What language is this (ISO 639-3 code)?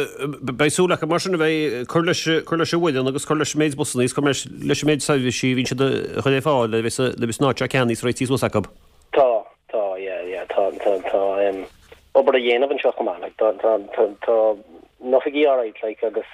gle